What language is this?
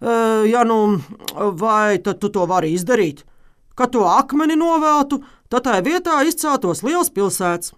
Latvian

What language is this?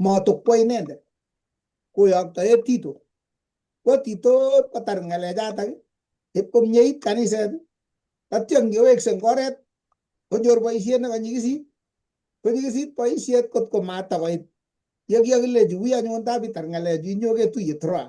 Kalenjin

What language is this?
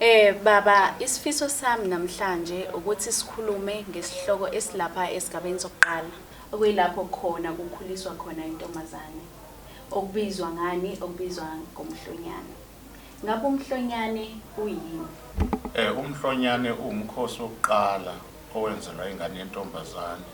Zulu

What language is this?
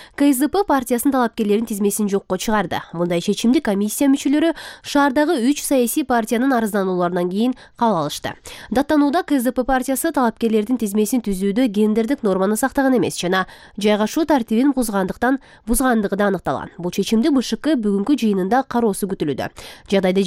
Kyrgyz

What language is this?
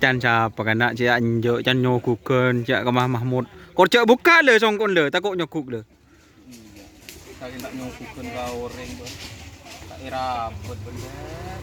Madurese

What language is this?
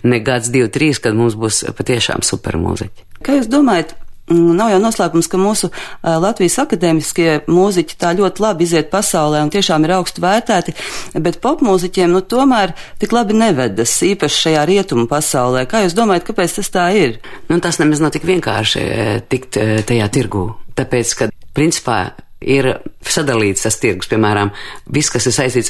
Latvian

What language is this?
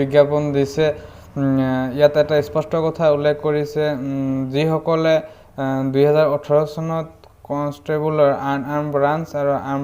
Assamese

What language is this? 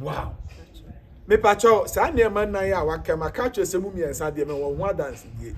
Akan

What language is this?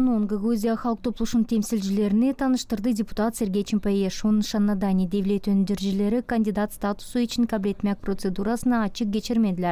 Gagauz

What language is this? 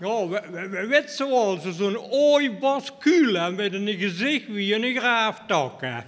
Limburgish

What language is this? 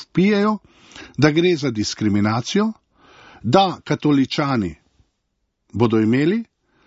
Slovenian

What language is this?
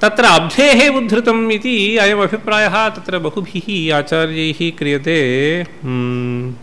Sanskrit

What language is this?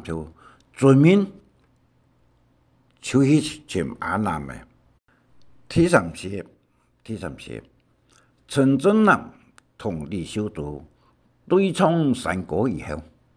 Hakka Chinese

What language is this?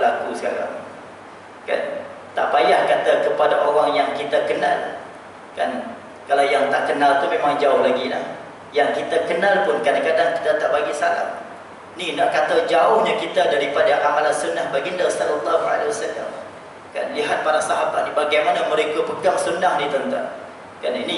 Malay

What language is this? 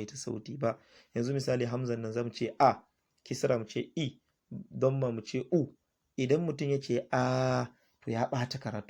Hausa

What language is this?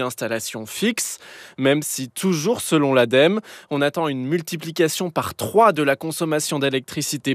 French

